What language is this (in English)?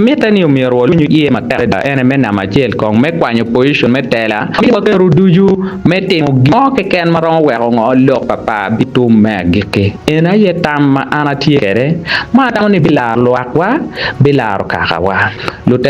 Acoli